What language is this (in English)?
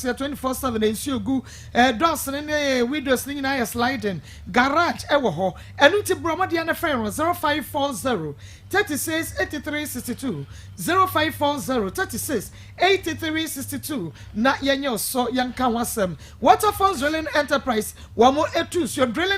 Akan